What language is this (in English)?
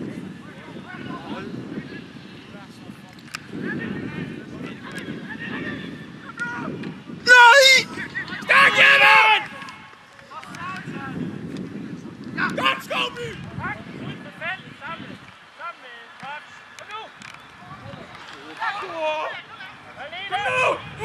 Danish